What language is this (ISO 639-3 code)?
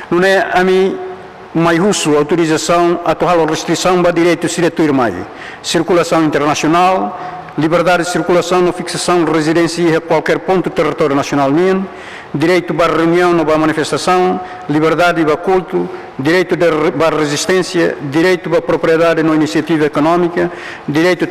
tet